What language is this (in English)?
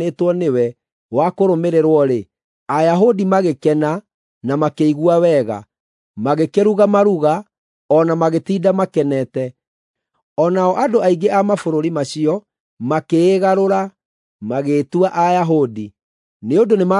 Kikuyu